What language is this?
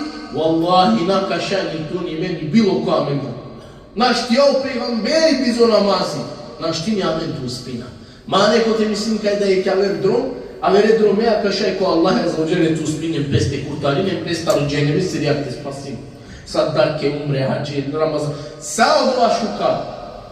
Balkan Romani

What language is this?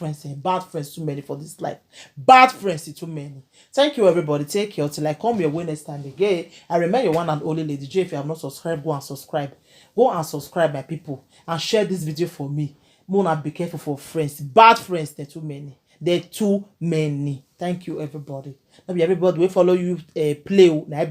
Nigerian Pidgin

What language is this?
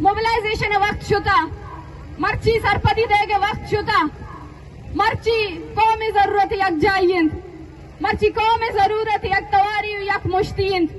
Eastern Balochi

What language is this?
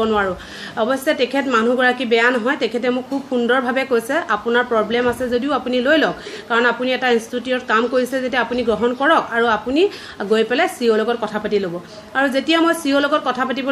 Assamese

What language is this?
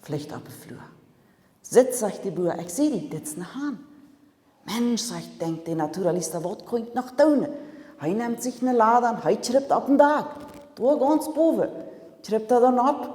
Plautdietsch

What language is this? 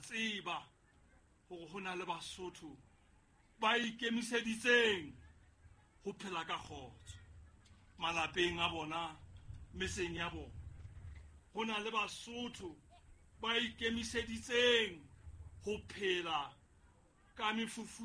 Southern Sotho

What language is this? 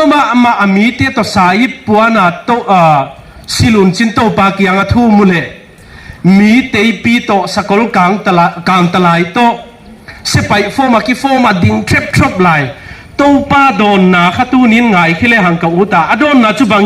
Paite Chin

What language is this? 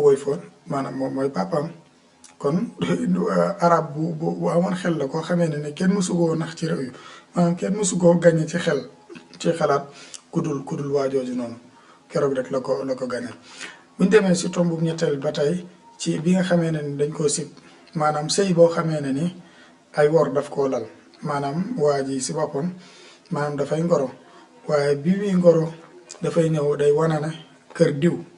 Wolof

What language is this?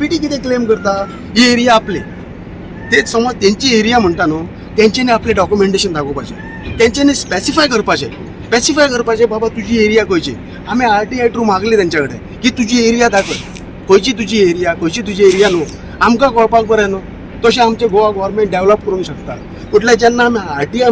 Konkani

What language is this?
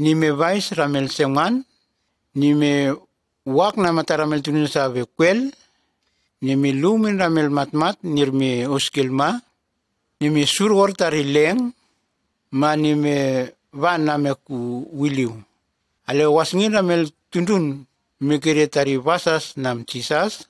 Nume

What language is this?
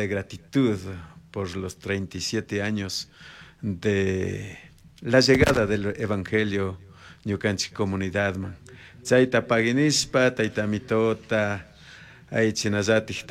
Chimborazo Highland Quichua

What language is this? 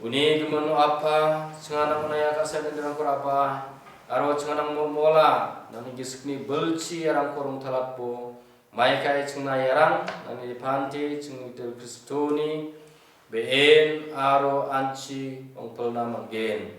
Garo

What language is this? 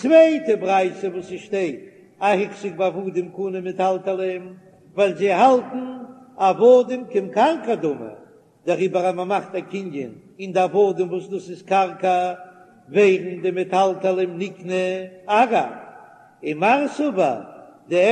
Yiddish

